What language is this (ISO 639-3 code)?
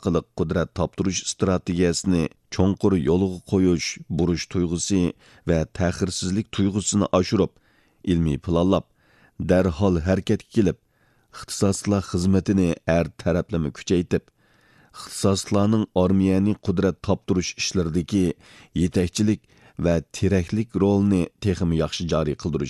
uig